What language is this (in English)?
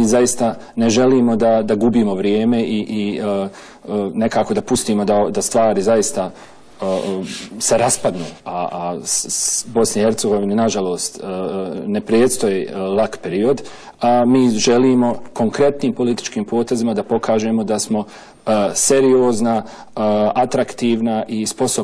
Bosnian